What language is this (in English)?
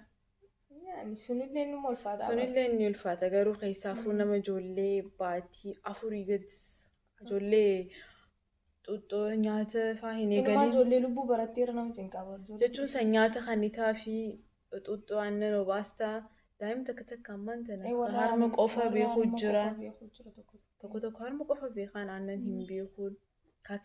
Oromo